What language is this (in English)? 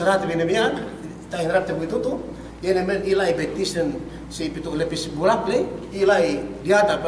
Yakan